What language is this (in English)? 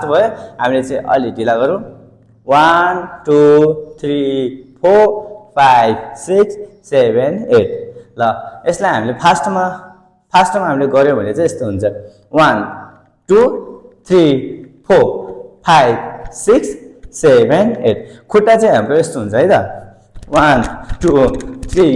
Nepali